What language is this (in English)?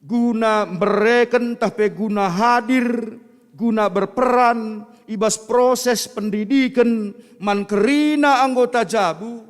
Batak Karo